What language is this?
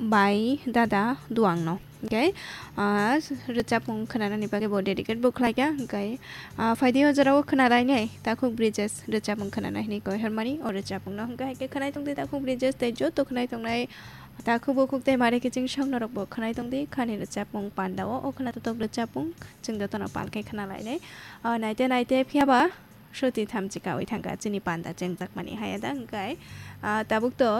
Kok Borok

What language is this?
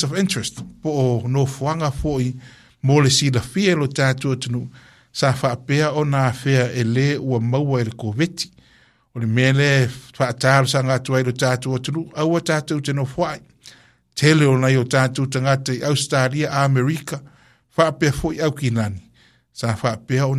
Samoan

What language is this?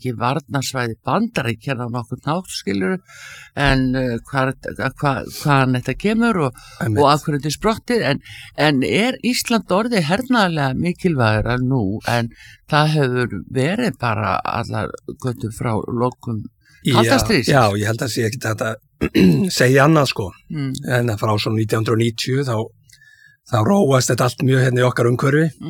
Icelandic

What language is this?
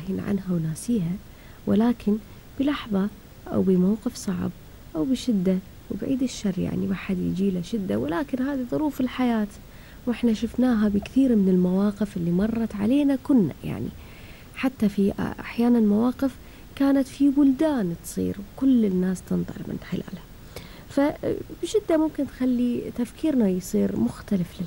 Gulf Arabic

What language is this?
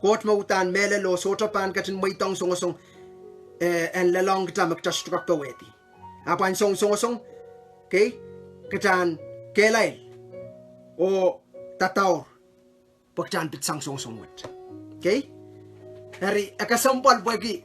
Pohnpeian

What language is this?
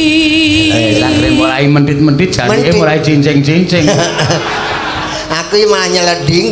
Javanese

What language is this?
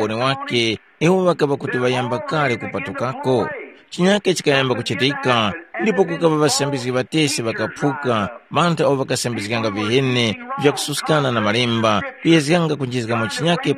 Tumbuka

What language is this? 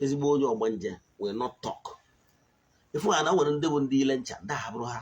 Igbo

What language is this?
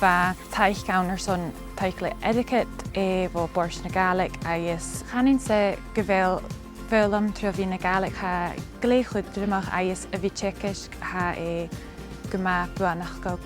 Scottish Gaelic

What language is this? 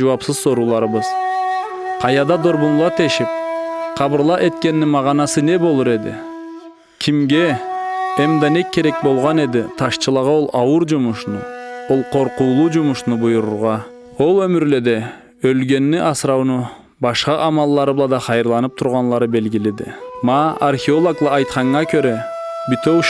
Karachay-Balkar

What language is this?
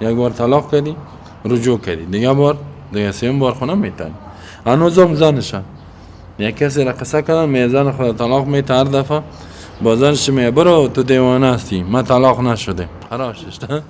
Persian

